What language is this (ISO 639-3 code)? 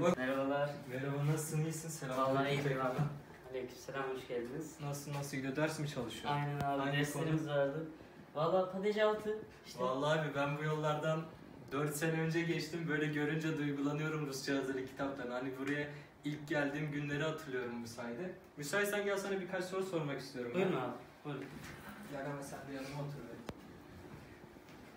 tur